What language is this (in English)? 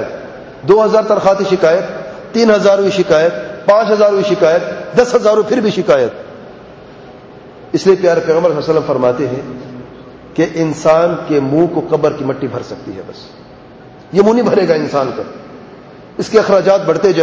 Urdu